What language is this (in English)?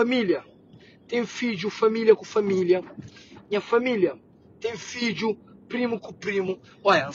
Kabuverdianu